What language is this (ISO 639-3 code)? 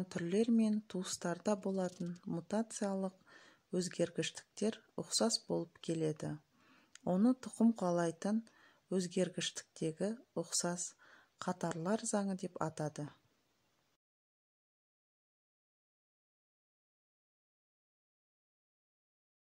kaz